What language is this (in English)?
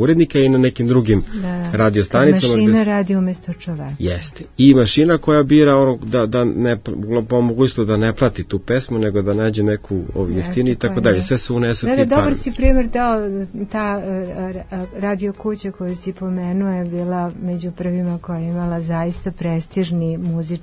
Serbian